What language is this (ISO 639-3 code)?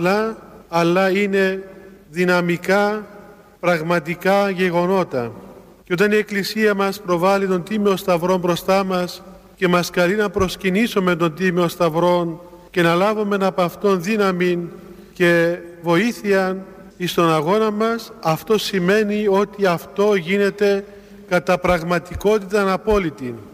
ell